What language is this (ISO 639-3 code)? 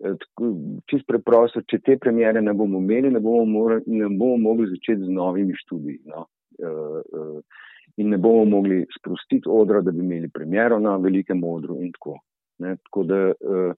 slv